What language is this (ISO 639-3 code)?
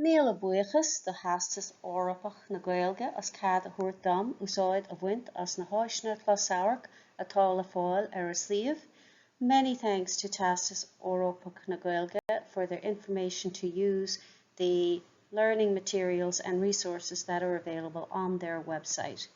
gle